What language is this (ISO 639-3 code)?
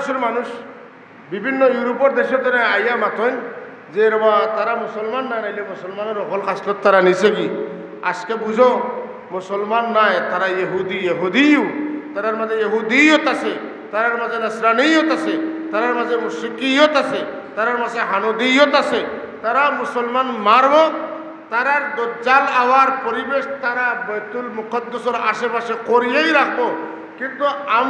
syl